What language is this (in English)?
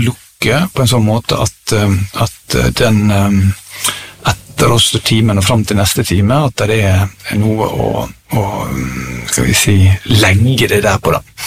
Norwegian